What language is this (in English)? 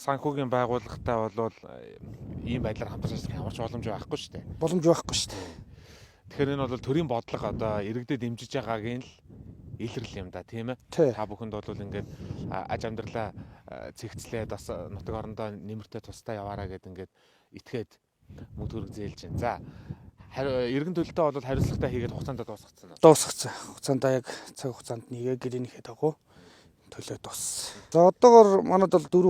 Mongolian